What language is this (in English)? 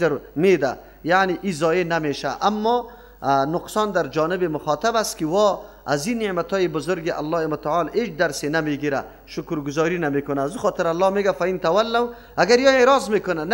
Persian